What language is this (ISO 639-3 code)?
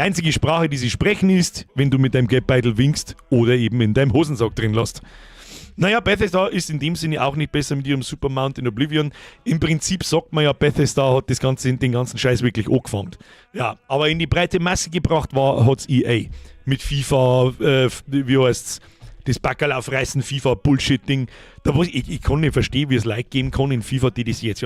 bar